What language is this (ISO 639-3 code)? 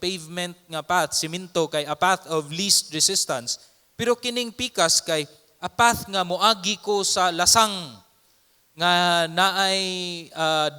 ceb